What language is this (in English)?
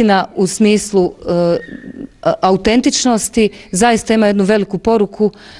Bosnian